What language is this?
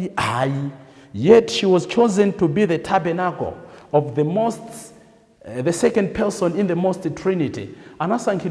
Nyanja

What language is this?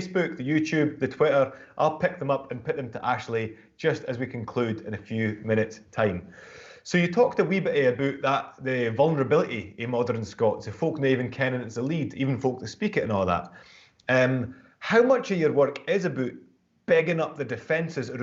Scots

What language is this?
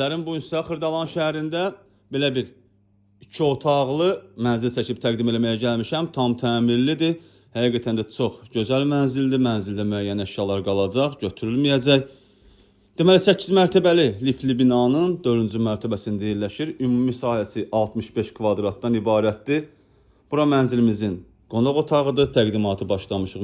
Azerbaijani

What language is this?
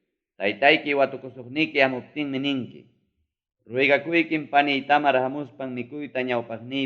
Ayacucho Quechua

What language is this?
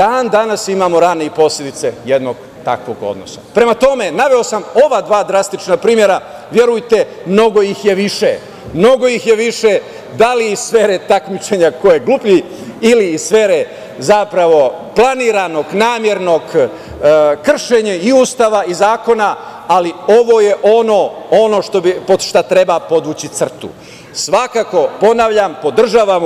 Serbian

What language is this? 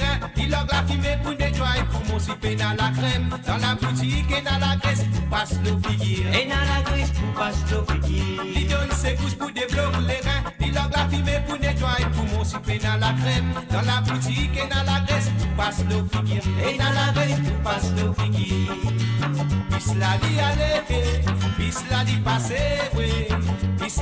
Morisyen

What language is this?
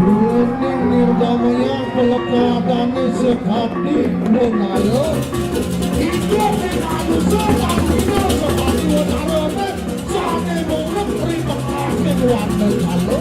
Balinese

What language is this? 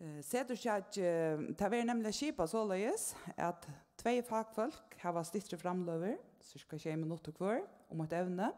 Faroese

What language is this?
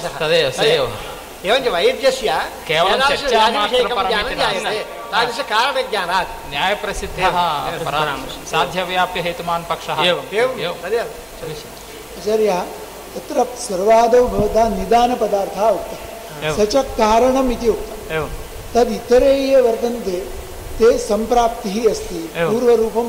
Sanskrit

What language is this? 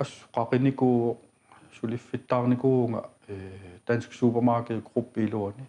Kalaallisut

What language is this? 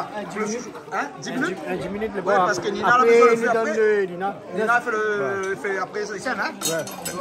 Réunion Creole French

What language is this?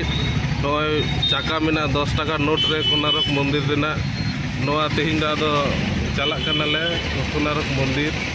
Santali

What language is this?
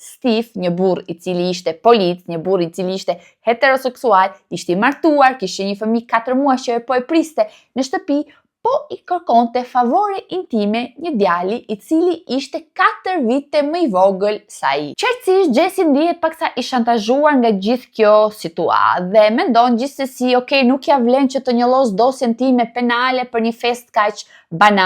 Albanian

